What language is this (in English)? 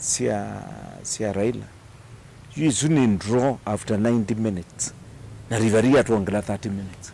Kamba